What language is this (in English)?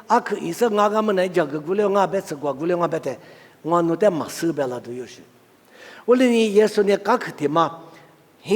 Lisu